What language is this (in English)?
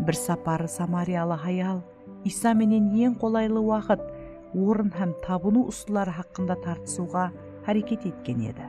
Kara-Kalpak